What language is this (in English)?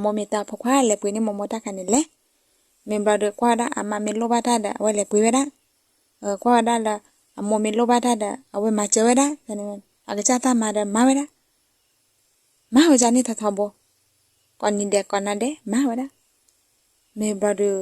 S'gaw Karen